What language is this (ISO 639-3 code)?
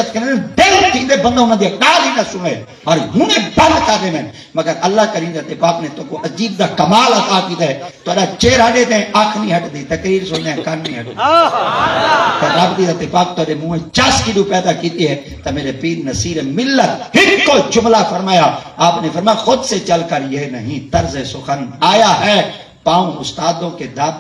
skr